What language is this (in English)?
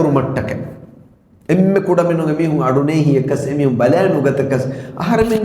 Divehi